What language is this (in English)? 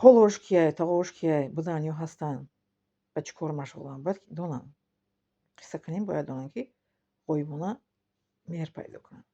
Tajik